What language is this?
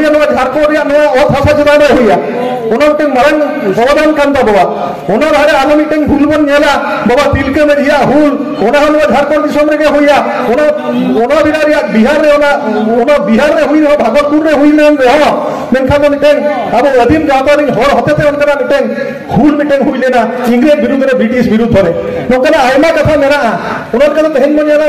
Santali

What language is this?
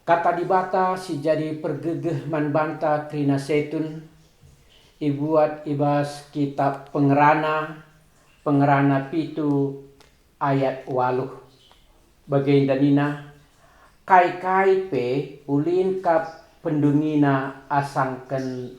Batak Karo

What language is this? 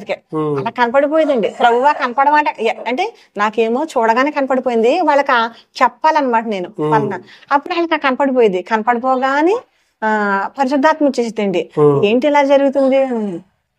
Telugu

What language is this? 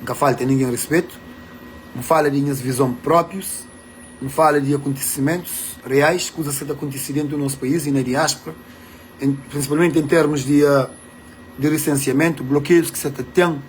Kabuverdianu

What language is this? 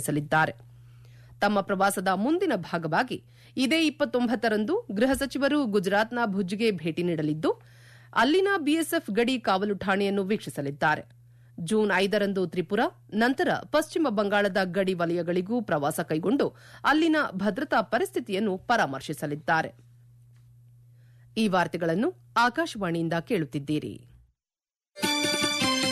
Kannada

